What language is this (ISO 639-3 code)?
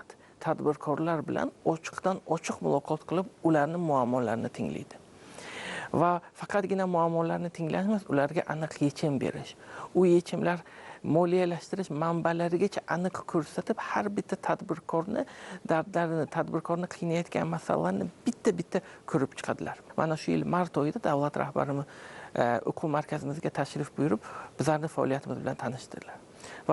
uzb